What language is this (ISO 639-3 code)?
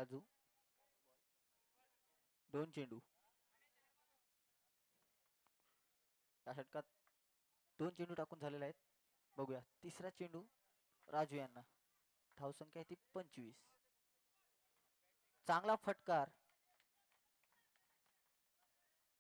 mar